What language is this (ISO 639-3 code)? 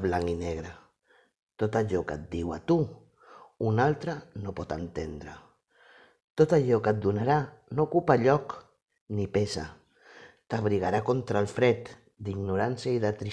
cat